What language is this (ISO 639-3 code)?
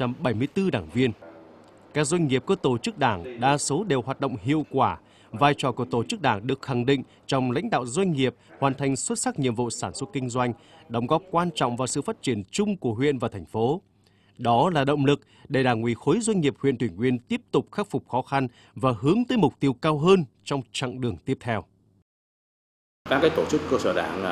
vie